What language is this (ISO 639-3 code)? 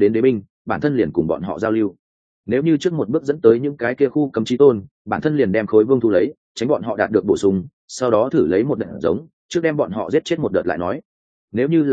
vie